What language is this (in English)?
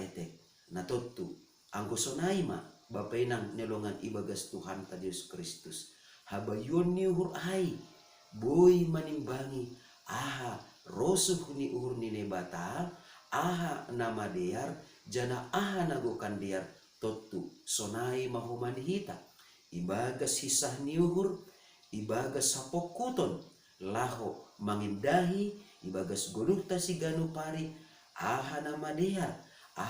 Batak Simalungun